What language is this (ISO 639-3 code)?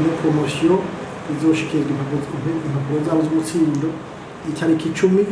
run